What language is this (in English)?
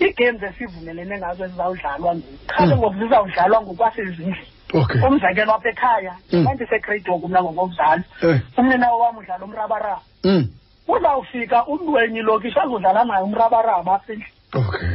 Xhosa